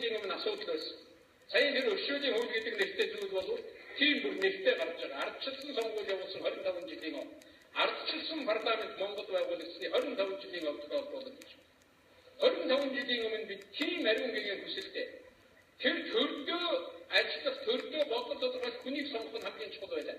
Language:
Mongolian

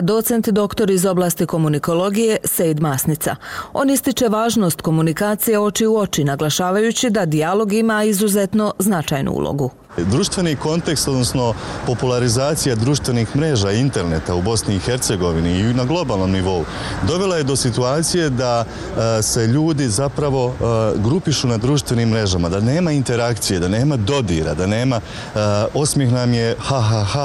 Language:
Bosnian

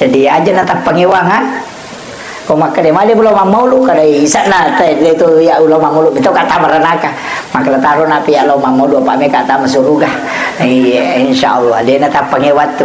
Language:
Buginese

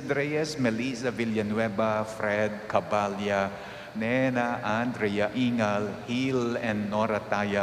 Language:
Pampanga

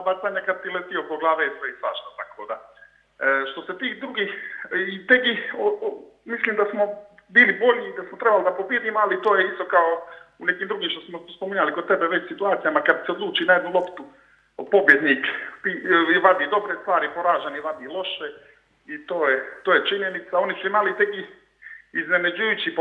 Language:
Serbian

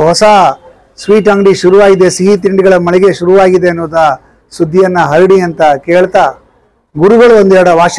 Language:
Kannada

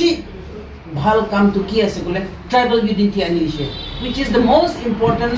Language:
Karbi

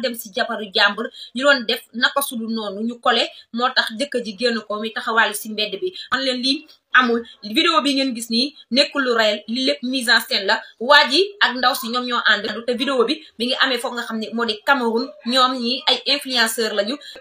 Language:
Wolof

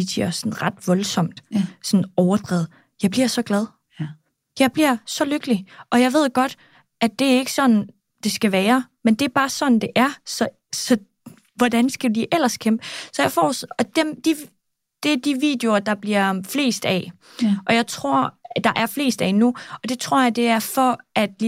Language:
Danish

